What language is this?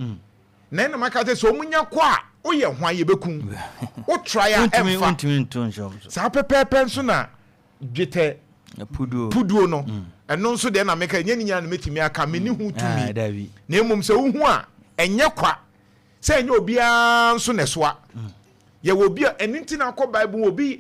Akan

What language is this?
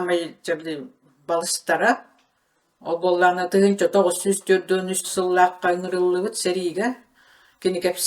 Yakut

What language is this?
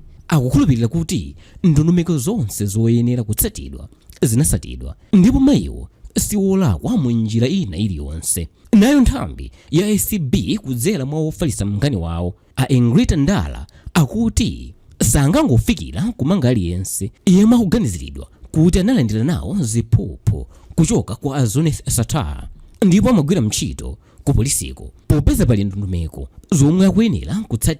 Nyanja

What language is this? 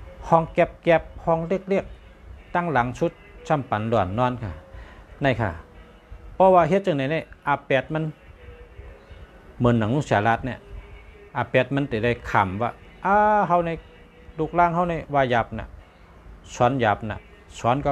Shan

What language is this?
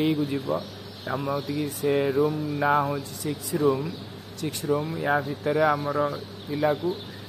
Odia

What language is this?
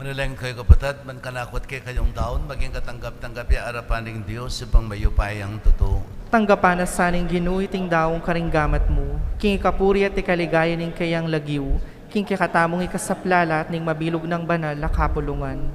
Pampanga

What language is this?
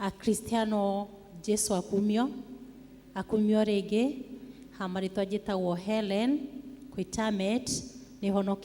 Kikuyu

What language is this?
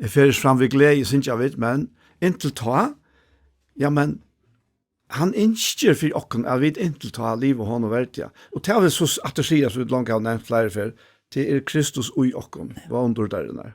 Faroese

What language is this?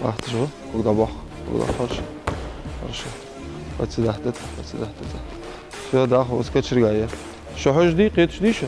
Ingush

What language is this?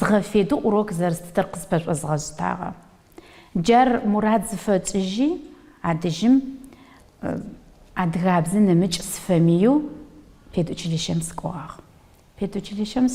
Adyghe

